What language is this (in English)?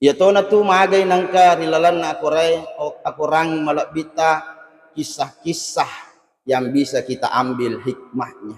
Buginese